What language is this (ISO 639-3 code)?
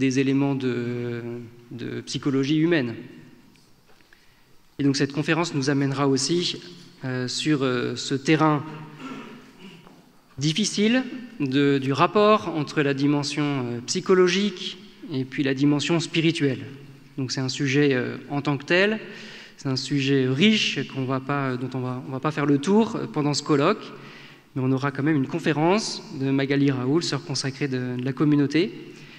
fra